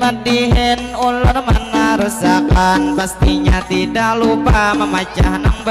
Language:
Banjar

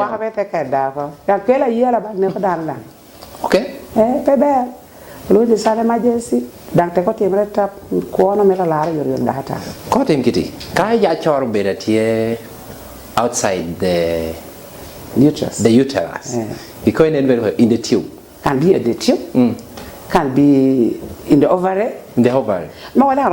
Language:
Lango (Uganda)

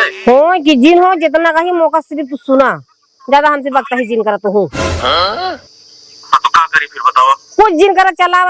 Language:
Awadhi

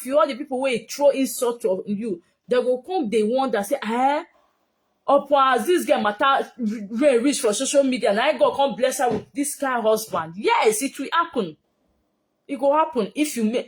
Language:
Nigerian Pidgin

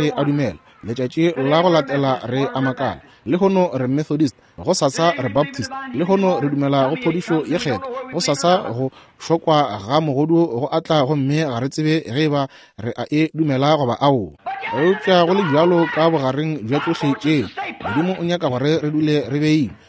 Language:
Northern Sotho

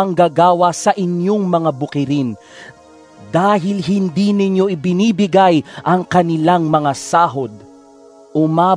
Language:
Filipino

